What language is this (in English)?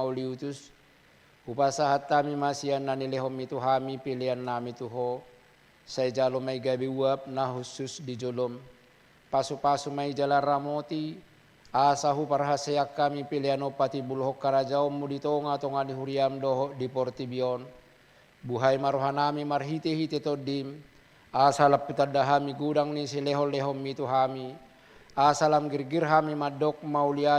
Batak Toba